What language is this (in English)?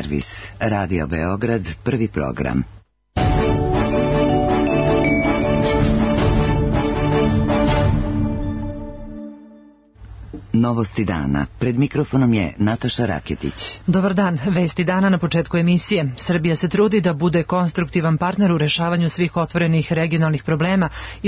Serbian